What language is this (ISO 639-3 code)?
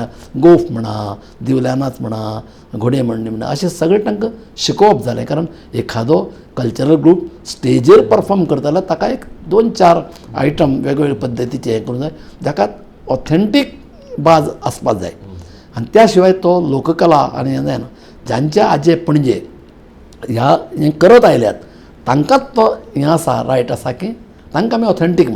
kok